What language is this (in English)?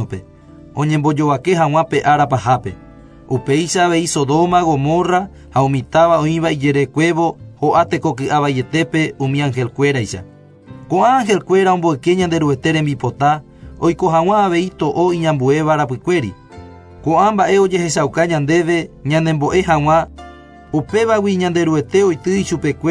Guarani